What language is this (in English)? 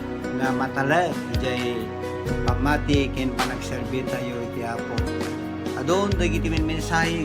Iloko